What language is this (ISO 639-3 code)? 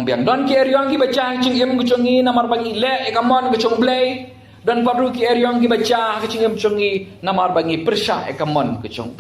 kha